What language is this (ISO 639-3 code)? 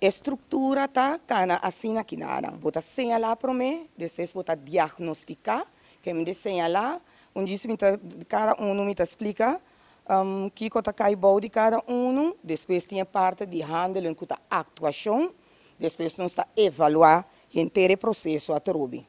pap